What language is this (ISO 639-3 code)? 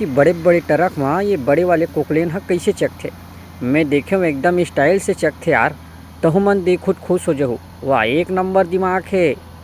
hne